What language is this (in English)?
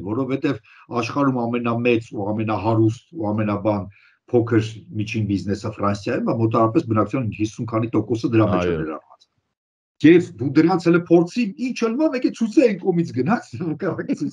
Armenian